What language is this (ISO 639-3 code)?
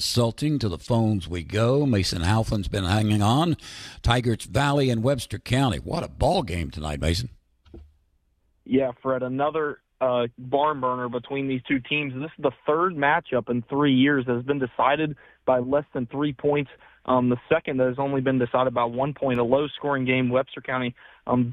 eng